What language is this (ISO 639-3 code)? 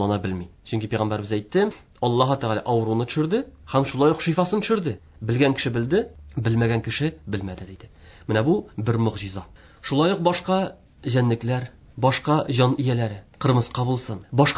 tat